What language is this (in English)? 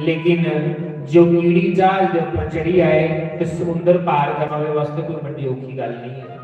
Dogri